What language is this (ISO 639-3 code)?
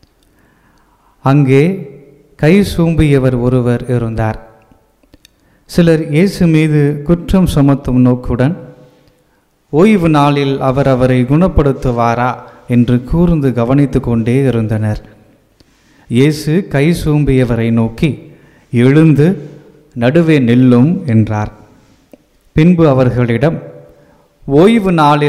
tam